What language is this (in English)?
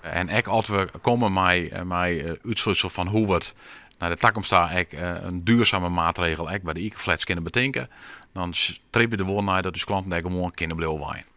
Western Frisian